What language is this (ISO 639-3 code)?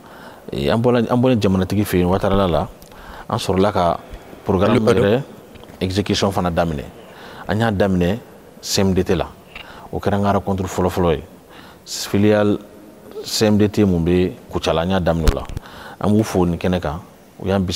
bam